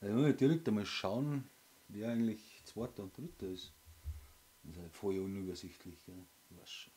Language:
Bavarian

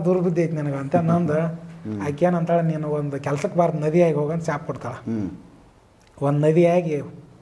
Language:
Kannada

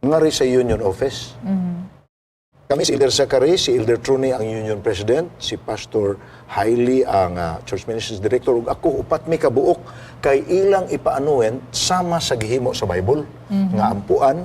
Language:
Cebuano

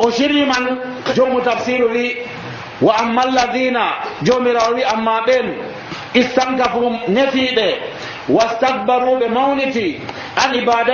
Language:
Nigerian Fulfulde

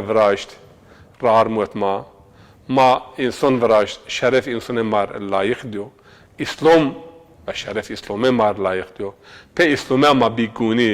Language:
Zaza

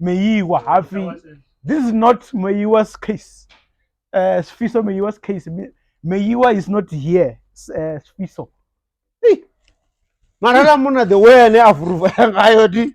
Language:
Venda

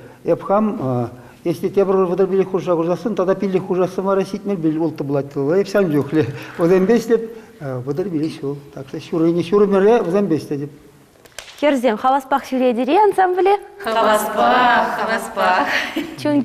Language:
Chuvash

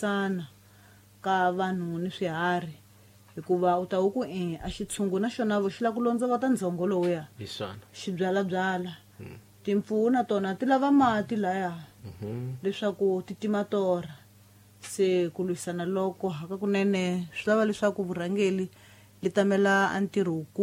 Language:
Tsonga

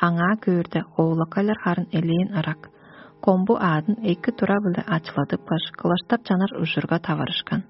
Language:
Tuvinian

